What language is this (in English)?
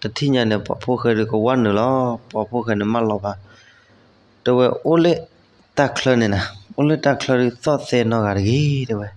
S'gaw Karen